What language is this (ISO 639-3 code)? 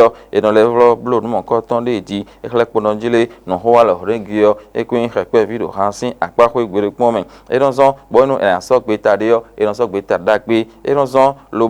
fon